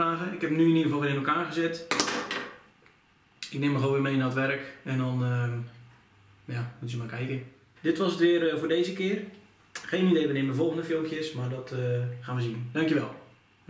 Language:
Dutch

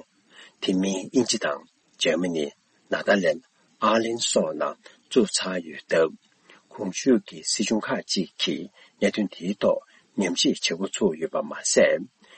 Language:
Tibetan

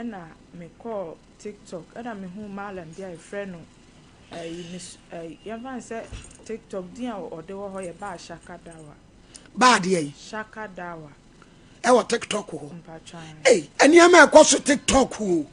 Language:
Akan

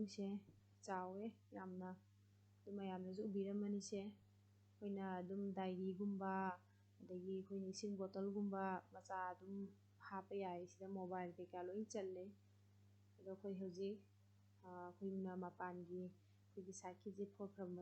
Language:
Manipuri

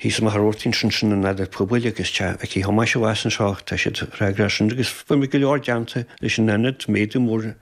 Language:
Irish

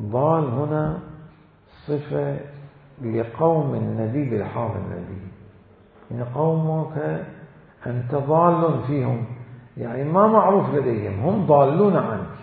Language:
Mesopotamian Arabic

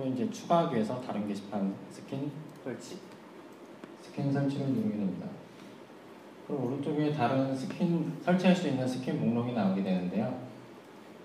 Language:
Korean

